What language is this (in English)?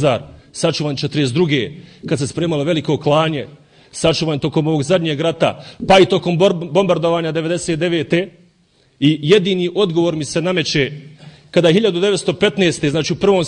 Bosnian